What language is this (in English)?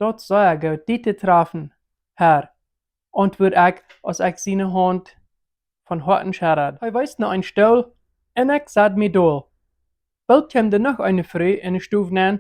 Plautdietsch